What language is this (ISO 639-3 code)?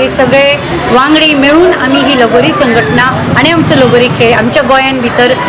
kok